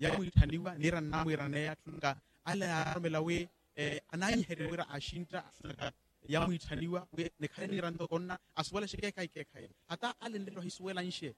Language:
Makhuwa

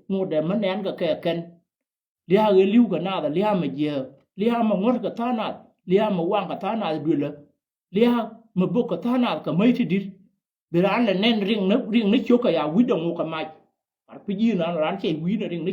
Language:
Nuer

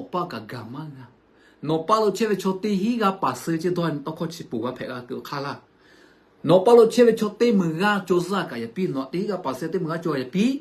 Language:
Lahu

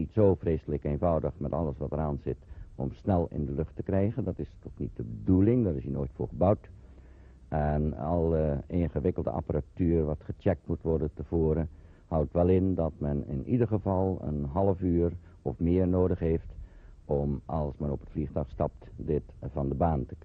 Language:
Dutch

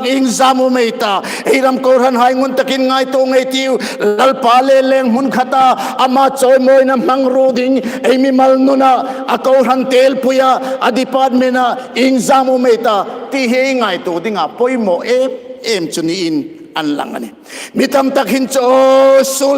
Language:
Hmar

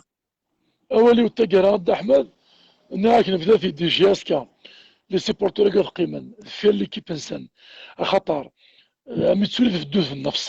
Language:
Kabyle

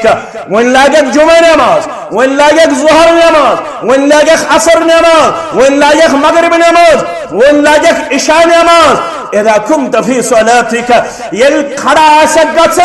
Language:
Kashmiri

